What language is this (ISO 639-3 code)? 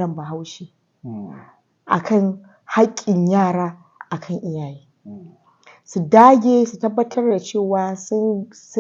hau